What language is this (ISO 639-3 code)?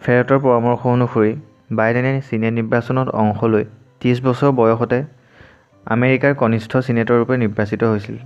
asm